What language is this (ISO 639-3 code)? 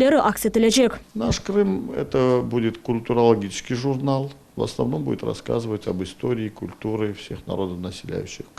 crh